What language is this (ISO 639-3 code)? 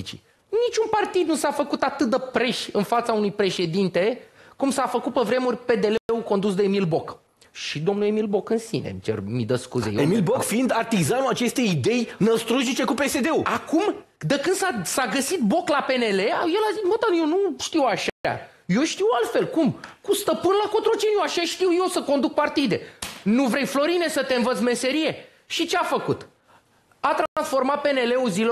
ron